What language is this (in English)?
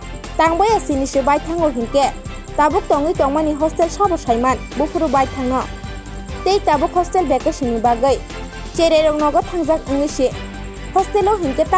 Kok Borok